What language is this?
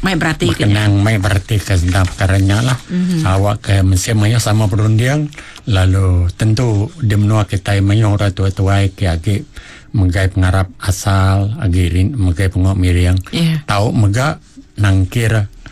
Iban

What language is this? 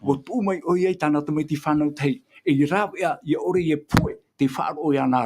Tahitian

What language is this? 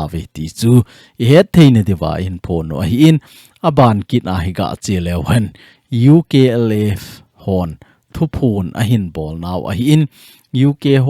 Thado Chin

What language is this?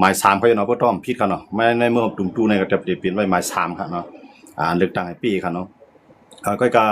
Shan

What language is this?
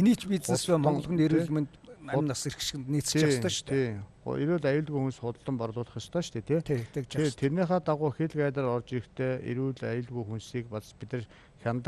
Mongolian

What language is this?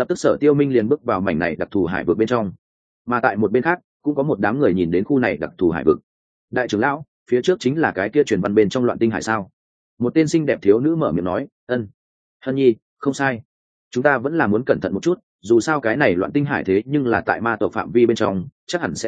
Vietnamese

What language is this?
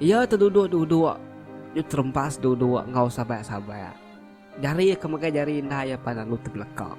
Iban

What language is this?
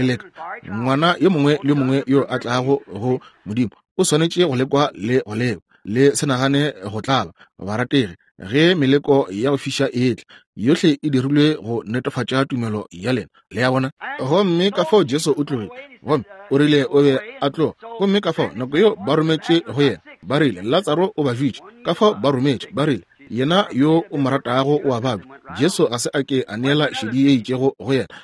Northern Sotho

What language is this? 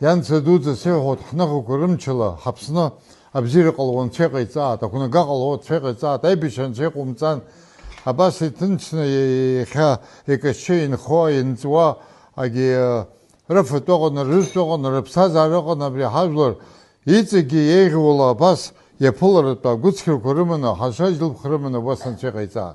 Abkhazian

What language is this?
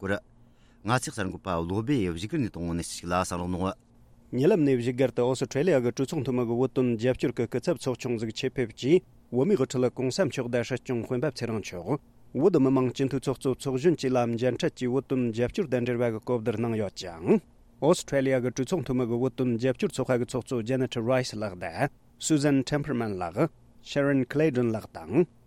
Tibetan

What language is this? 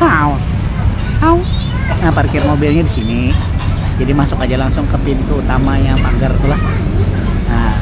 Banjar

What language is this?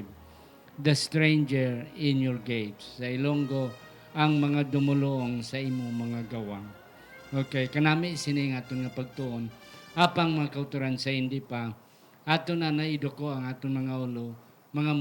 Hiligaynon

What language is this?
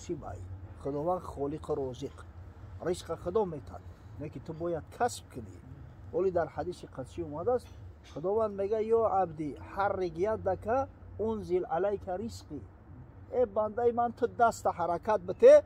Tajik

